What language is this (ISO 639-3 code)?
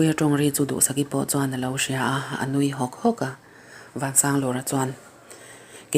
lus